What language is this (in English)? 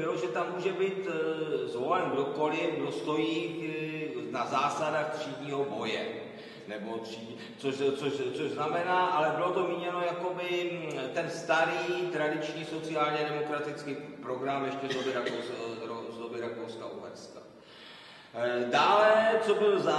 Czech